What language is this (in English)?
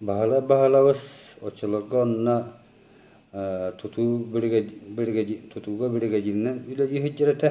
Yakut